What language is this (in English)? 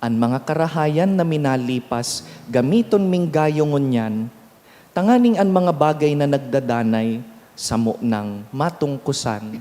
Bikol